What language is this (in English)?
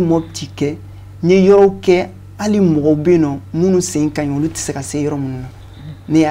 Bambara